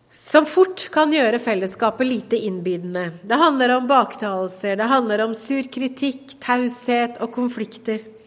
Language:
Norwegian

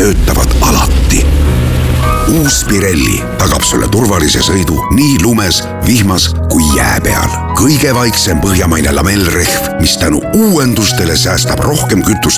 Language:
Estonian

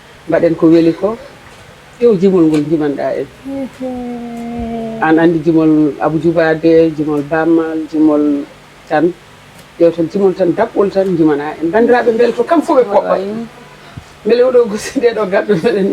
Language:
Fula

